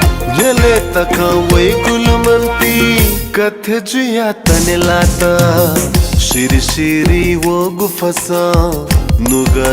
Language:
Newari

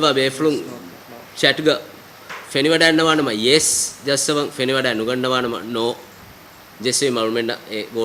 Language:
Divehi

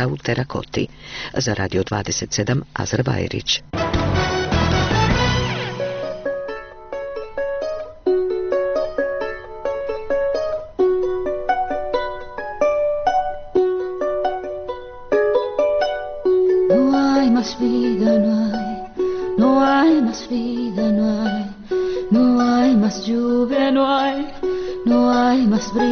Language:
Bosnian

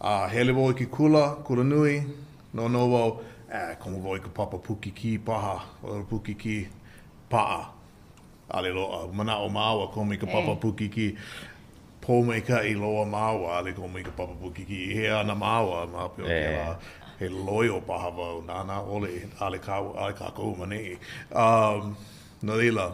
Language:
Hawaiian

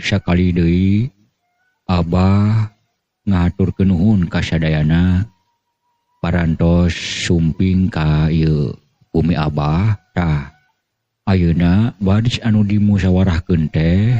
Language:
Sundanese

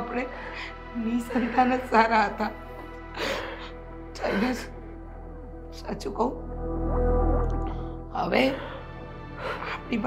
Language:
Gujarati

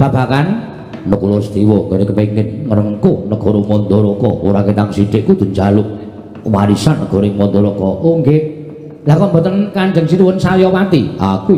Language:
Javanese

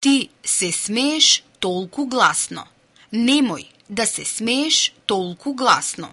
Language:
Macedonian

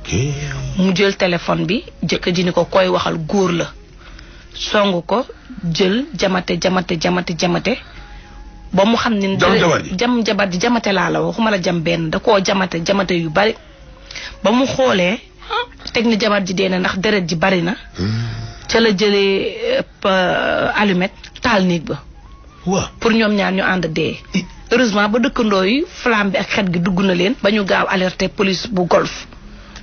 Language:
Wolof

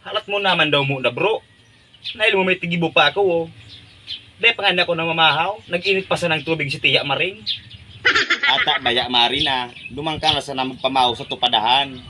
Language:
Bikol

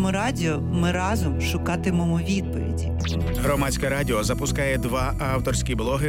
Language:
Ukrainian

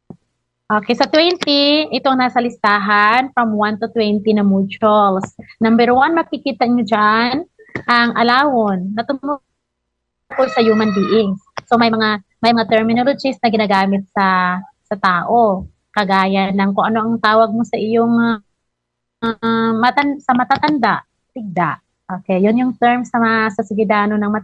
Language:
Filipino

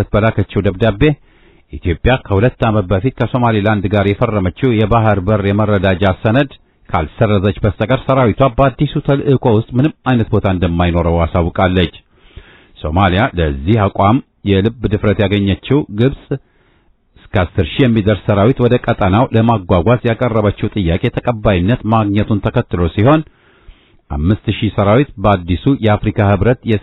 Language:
Amharic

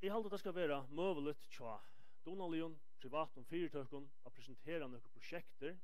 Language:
Faroese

